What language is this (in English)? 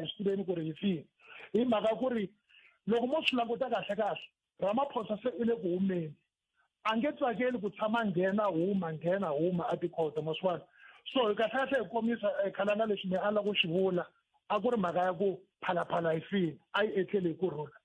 Tsonga